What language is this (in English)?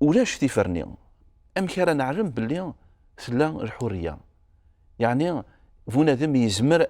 Kabyle